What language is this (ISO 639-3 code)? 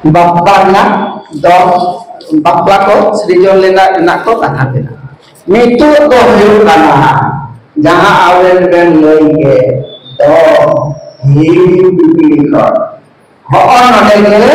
sat